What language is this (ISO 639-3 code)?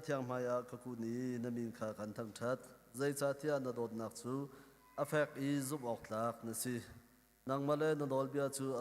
cnh